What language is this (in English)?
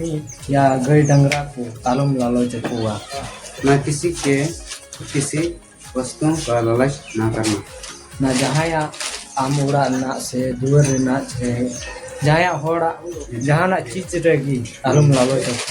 Santali